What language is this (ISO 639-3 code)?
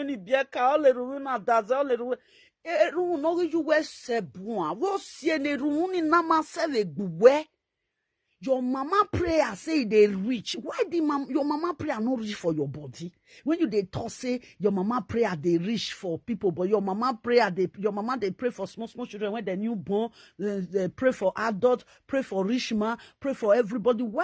pcm